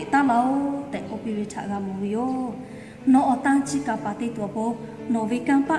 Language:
Lahu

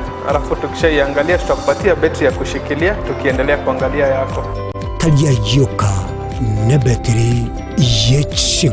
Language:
Gusii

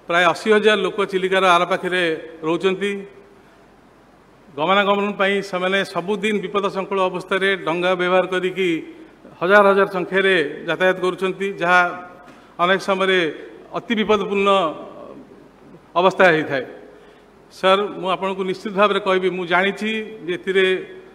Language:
Odia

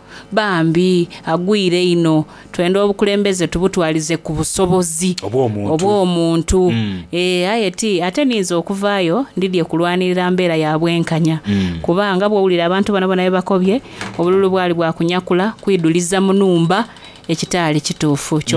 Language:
Soga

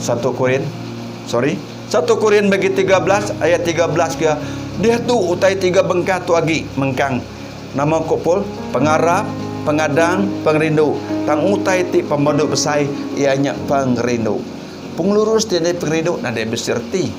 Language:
Iban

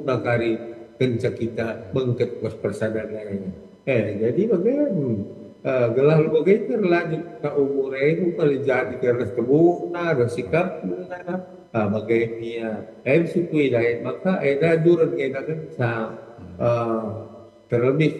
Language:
Batak Karo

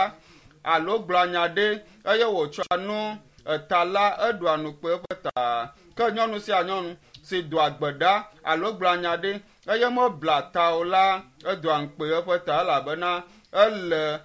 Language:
Ewe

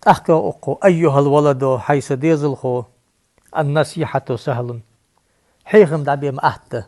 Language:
Ingush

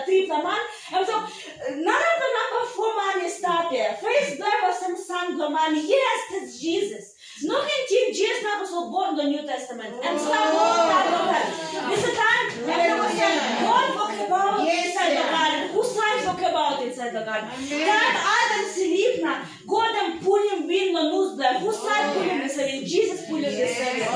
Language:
Tok Pisin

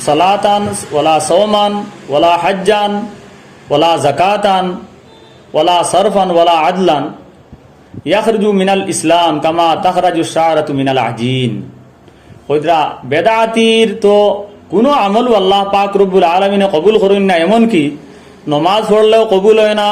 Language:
Sylheti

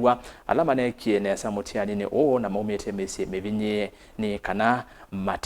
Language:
Kamba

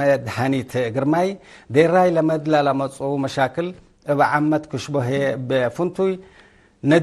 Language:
Tigre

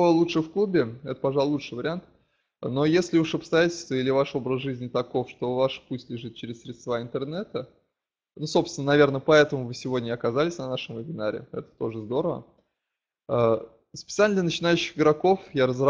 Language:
Russian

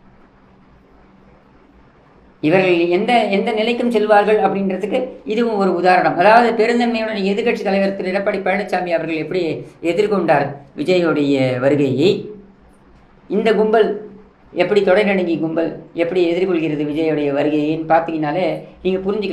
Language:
Tamil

